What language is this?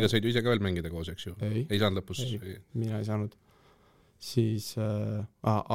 Estonian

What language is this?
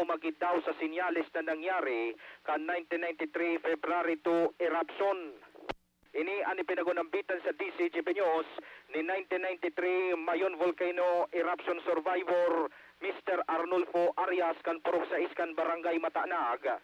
Bikol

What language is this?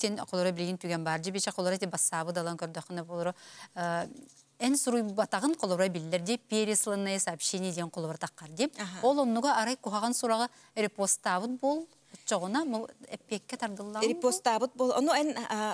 Yakut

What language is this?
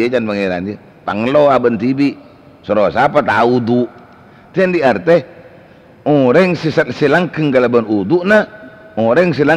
Madurese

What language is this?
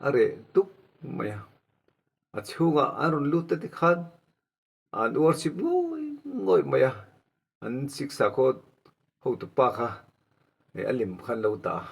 Mizo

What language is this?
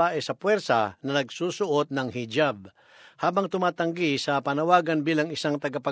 Filipino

